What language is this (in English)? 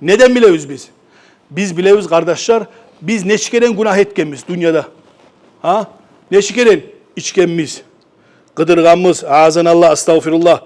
Kumyk